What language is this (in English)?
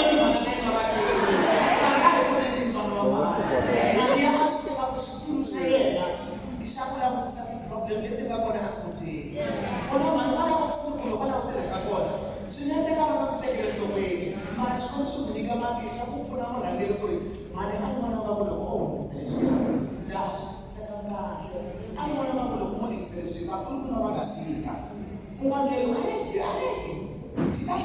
Tsonga